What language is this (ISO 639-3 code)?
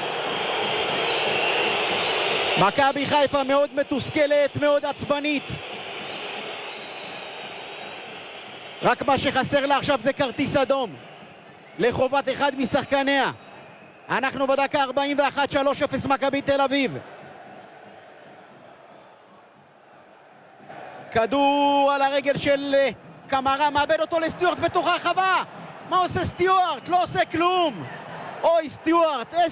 heb